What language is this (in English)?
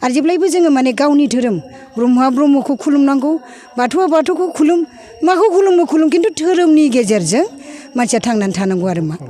Bodo